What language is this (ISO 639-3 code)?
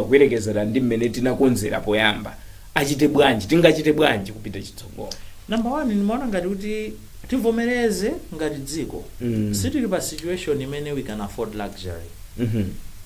nya